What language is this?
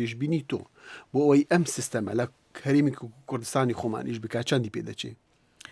Central Kurdish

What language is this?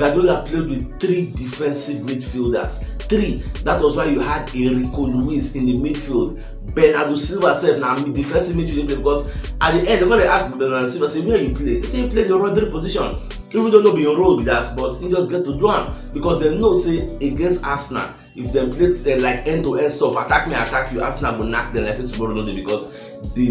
Nigerian Pidgin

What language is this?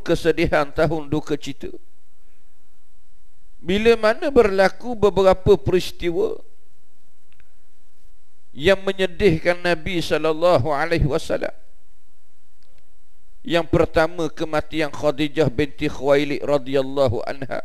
Malay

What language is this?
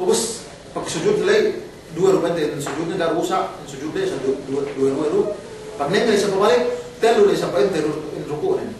Yakan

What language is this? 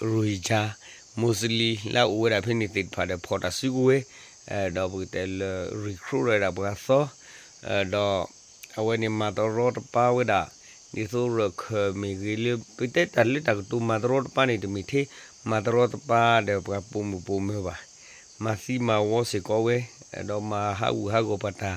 S'gaw Karen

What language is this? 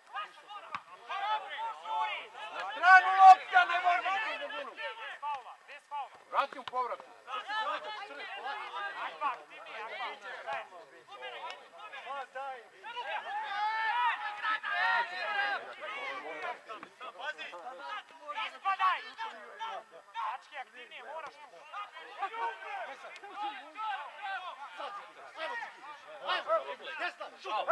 Serbian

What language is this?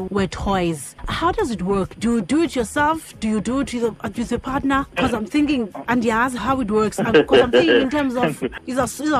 Xhosa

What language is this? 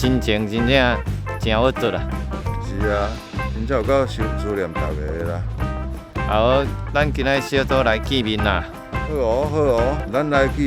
Min Nan Chinese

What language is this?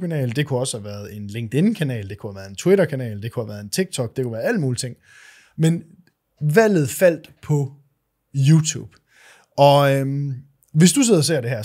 Danish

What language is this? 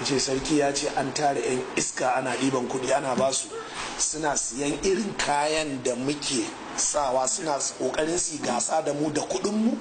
Hausa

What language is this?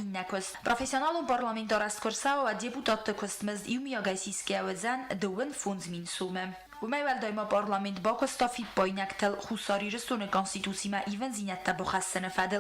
Ossetic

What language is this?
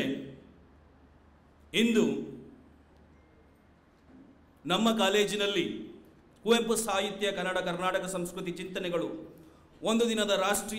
Kannada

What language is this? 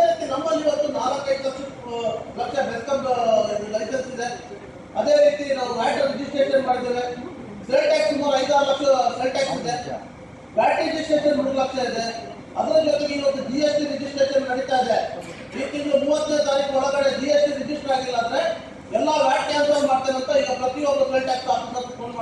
Kannada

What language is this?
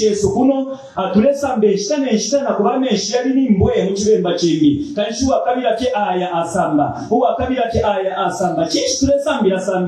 Bemba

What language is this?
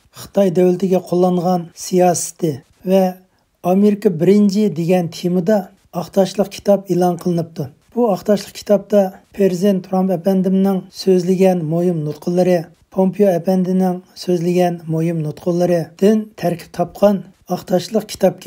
Uyghur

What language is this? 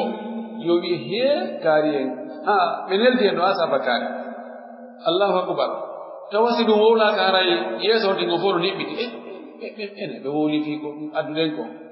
Pular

